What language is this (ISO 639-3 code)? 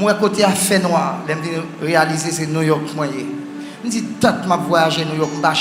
hat